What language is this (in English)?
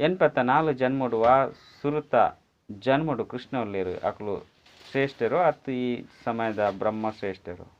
Tulu